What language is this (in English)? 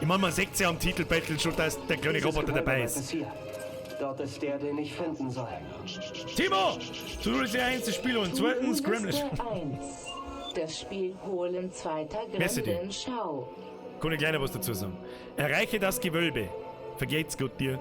Bavarian